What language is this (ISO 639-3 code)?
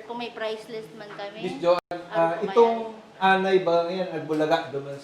bik